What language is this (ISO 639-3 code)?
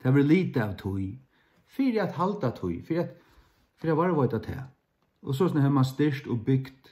fao